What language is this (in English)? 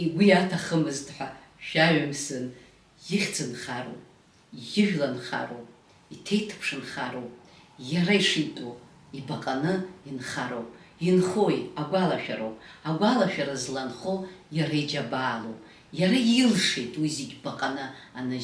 Abkhazian